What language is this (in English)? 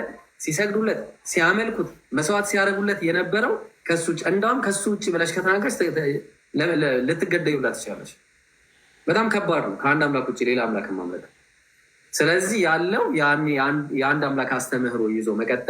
Amharic